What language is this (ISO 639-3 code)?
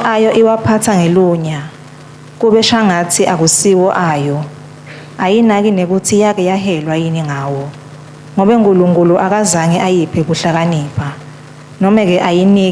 ssw